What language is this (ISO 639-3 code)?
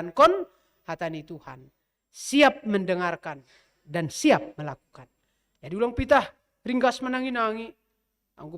bts